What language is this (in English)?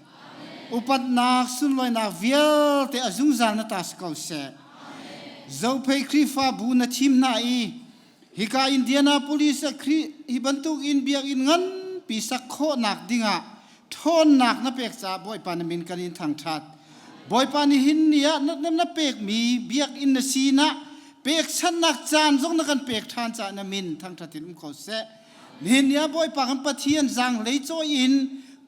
Hakha Chin